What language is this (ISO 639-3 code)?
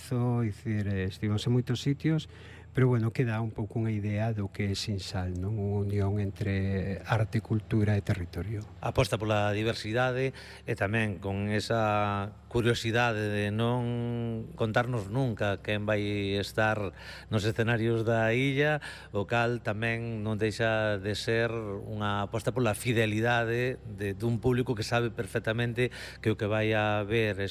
glg